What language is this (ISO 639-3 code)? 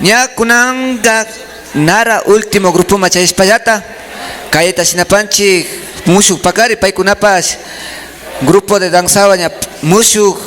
qvi